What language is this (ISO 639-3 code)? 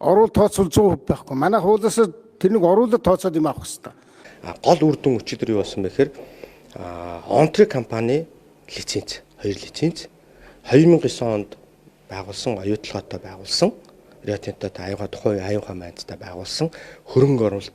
mon